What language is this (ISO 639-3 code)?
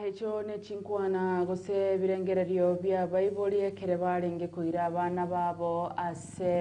guz